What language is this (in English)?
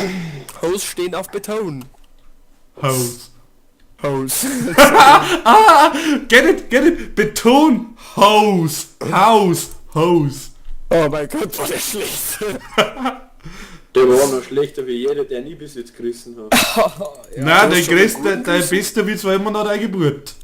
Bavarian